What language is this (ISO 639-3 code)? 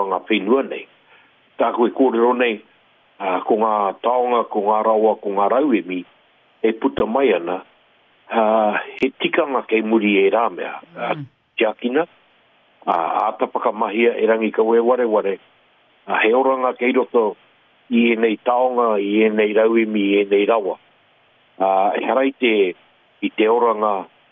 mri